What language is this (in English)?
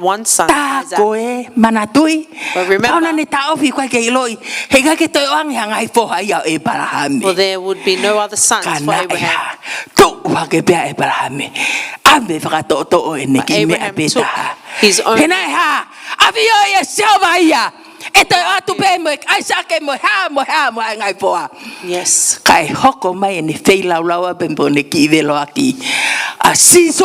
Tongan